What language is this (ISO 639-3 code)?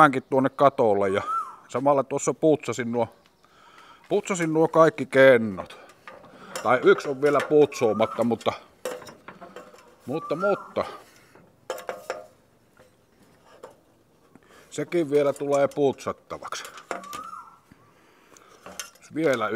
fin